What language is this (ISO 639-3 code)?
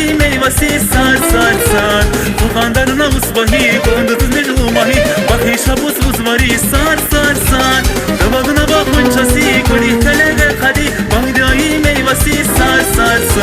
tab